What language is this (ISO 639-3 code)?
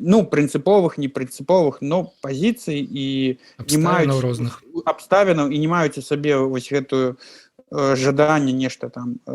bel